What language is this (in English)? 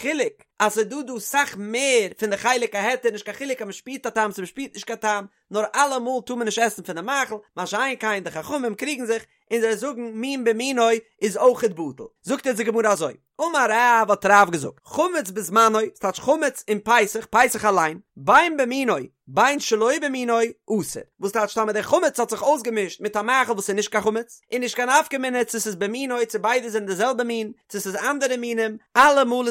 Yiddish